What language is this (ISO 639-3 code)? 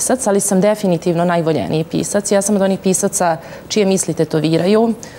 srp